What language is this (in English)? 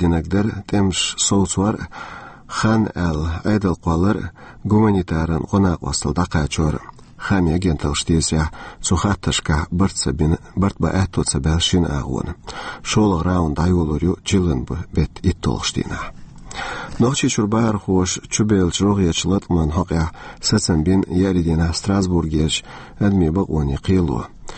Chechen